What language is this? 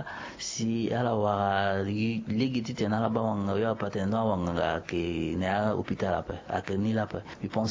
Sango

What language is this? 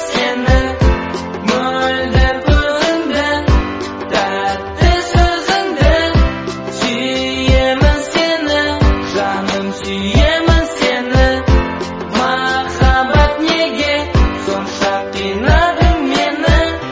Kazakh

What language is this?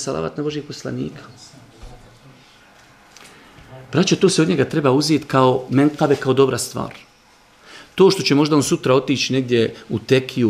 Bosnian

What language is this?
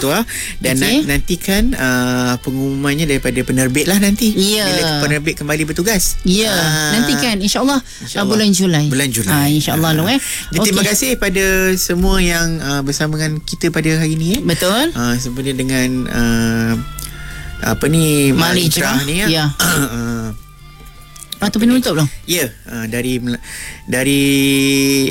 Malay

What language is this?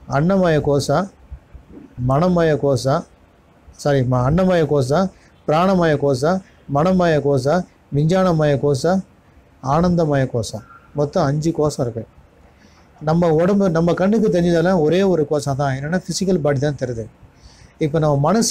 Tamil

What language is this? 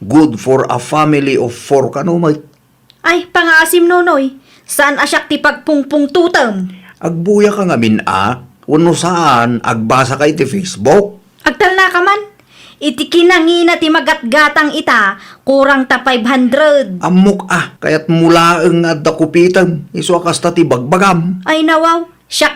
Iloko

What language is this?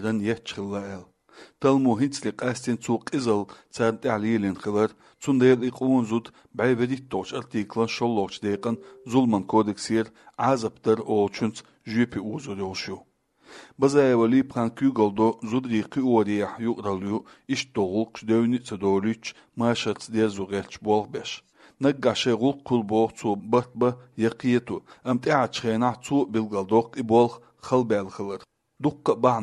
Chechen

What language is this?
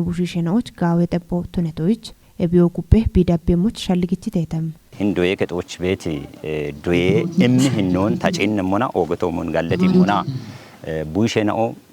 Kafa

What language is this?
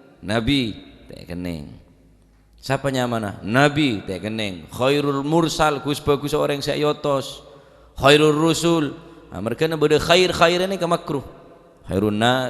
Madurese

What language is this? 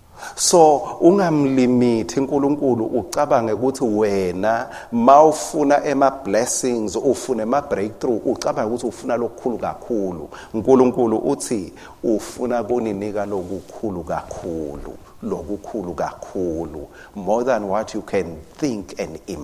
Swati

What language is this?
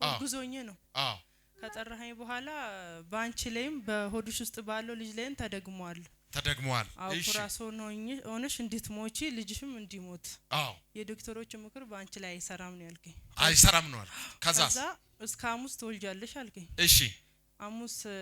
Amharic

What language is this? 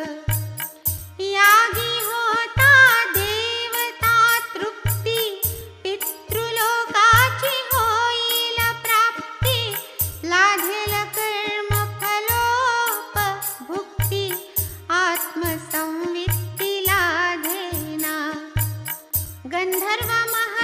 Marathi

